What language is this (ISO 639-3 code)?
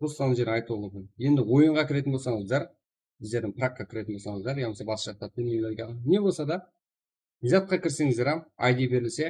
kaa